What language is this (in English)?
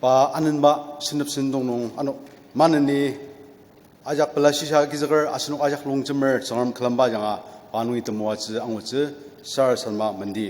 Ao Naga